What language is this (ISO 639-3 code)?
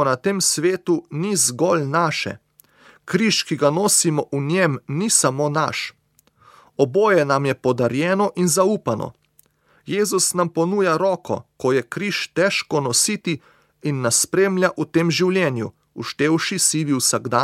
slv